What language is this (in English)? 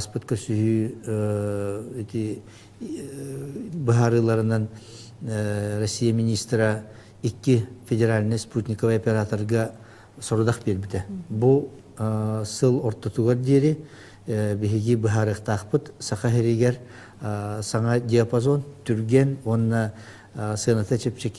Yakut